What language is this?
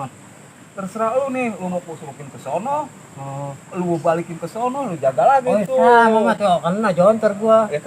Betawi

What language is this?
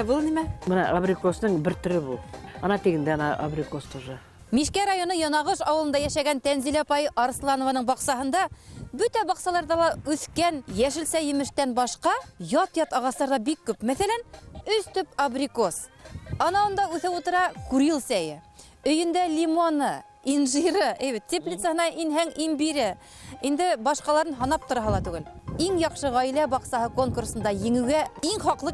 Bashkir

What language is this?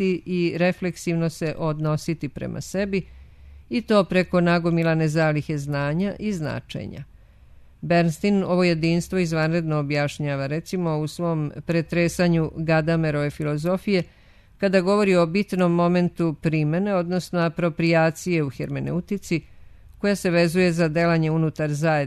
Serbian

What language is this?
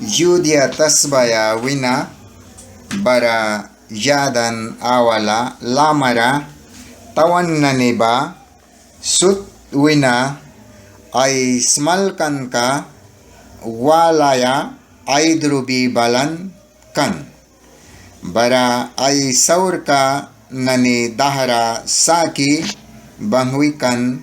Mískito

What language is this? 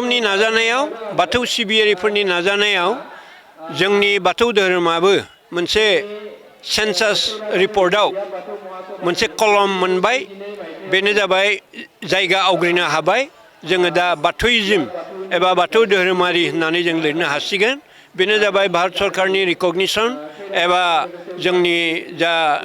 Bodo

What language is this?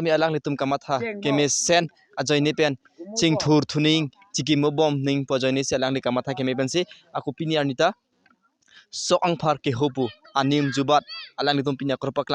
Karbi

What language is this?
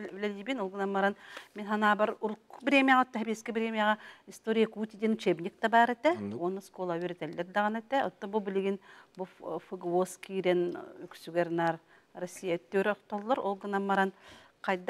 Yakut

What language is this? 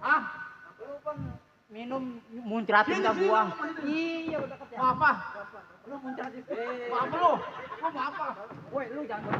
Betawi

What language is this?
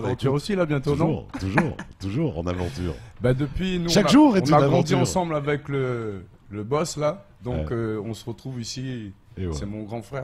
French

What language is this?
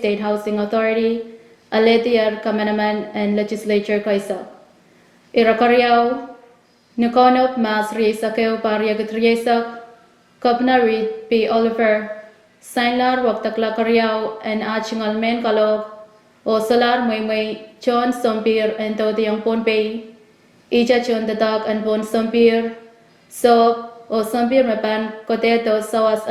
Pohnpeian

